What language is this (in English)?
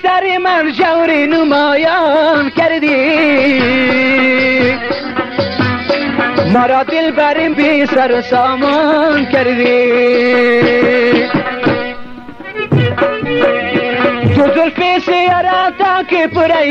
Persian